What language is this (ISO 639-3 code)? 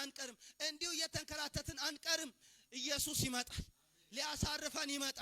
amh